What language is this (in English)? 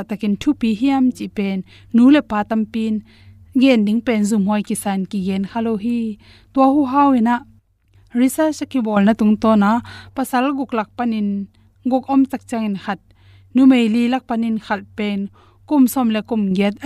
Tedim Chin